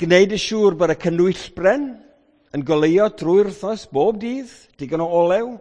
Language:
Welsh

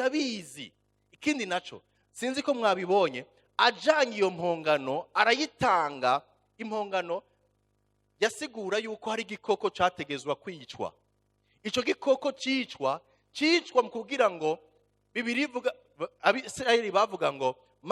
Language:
Rundi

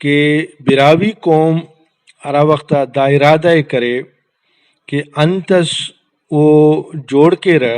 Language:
Brahui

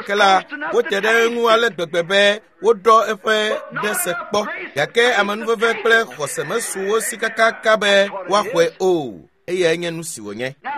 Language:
Ewe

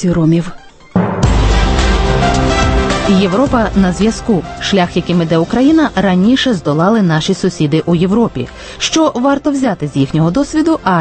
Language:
Ukrainian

